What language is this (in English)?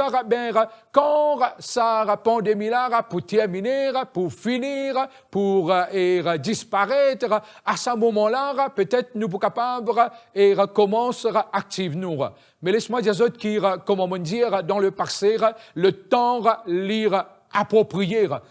Morisyen